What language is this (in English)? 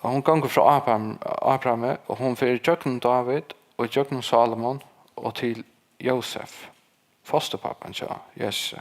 Faroese